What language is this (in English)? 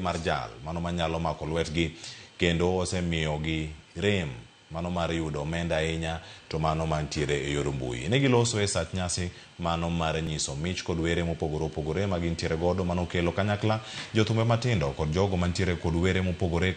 Luo (Kenya and Tanzania)